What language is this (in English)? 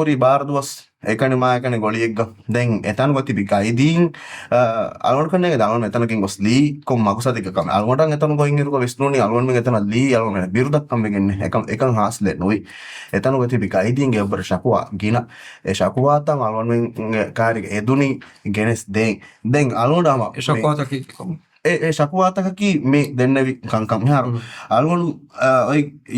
Divehi